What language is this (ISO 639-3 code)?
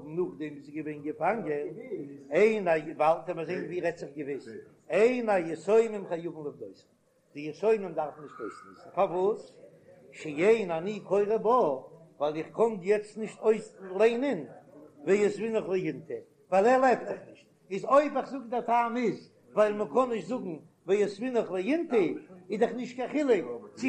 yid